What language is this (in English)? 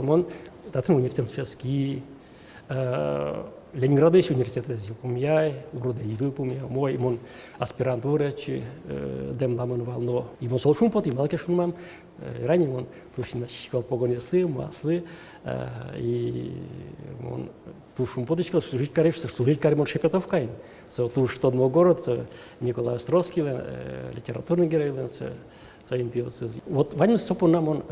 Udmurt